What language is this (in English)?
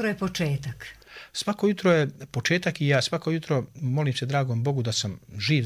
Serbian